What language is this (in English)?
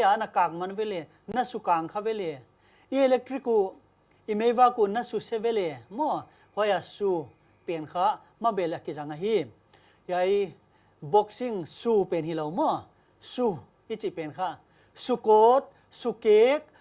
Paite Chin